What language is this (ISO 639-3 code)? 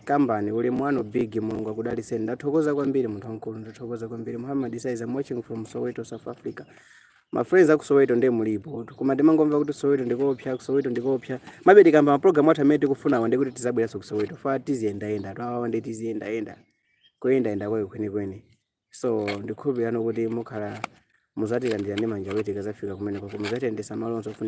nya